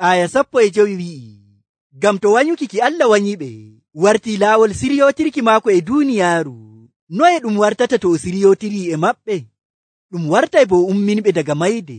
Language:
Nigerian Fulfulde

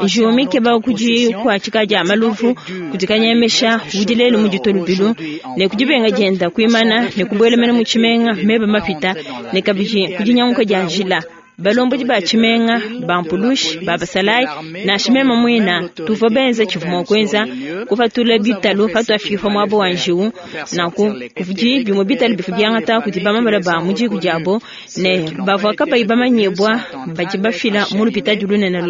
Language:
Luba-Lulua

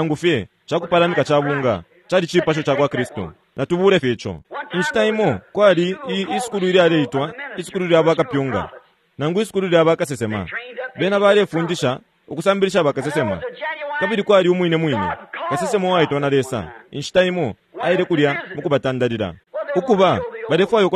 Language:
Bemba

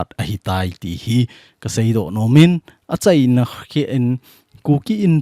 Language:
Thado Chin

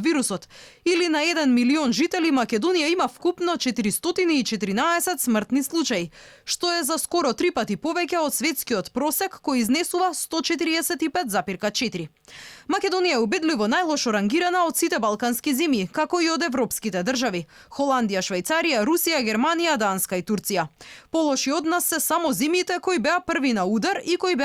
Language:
Macedonian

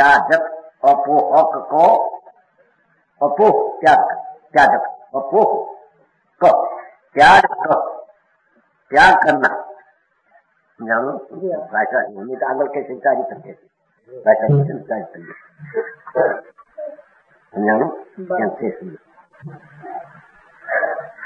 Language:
Gujarati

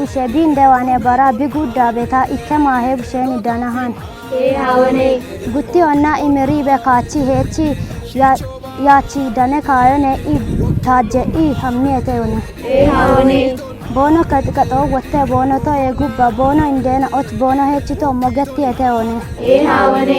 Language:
Kafa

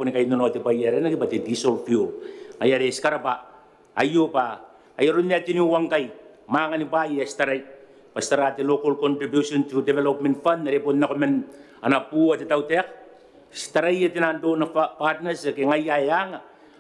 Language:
Gilbertese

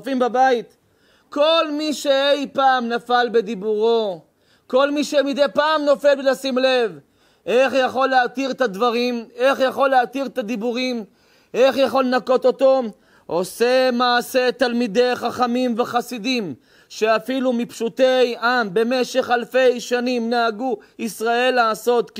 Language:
Hebrew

